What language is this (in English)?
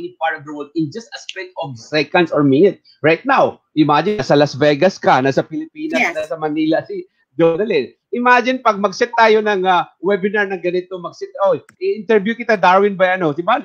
Filipino